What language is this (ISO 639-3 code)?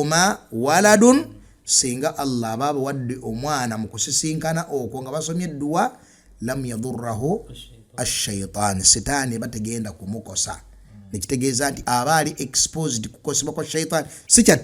lug